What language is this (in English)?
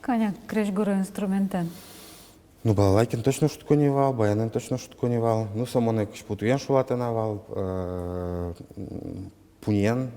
Udmurt